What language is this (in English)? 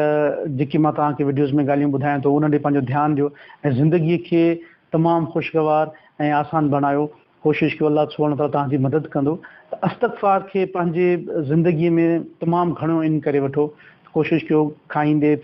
Sindhi